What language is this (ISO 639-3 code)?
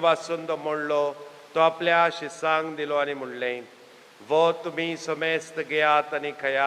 kok